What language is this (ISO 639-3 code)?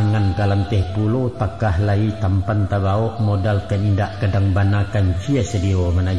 min